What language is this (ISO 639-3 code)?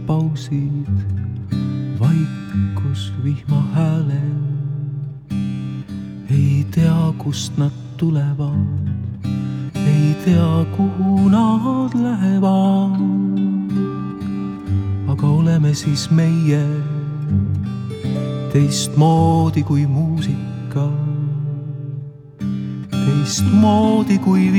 est